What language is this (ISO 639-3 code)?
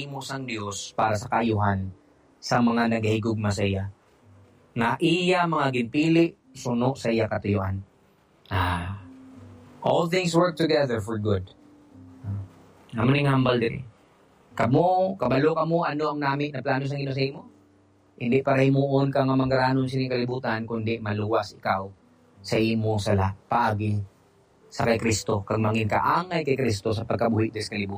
hil